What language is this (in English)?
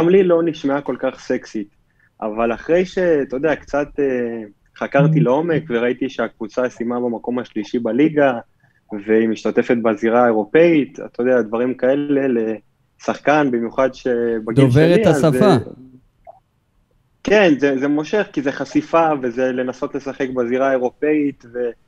Hebrew